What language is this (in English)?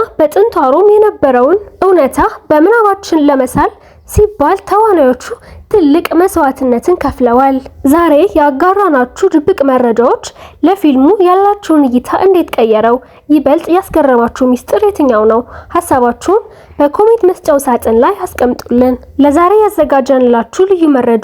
Amharic